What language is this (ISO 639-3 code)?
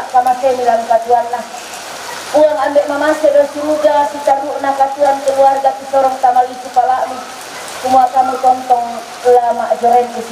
sda